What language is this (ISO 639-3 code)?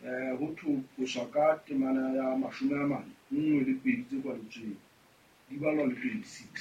sot